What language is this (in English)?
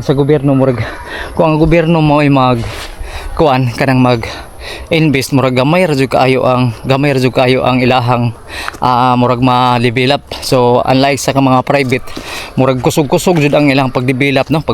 Cebuano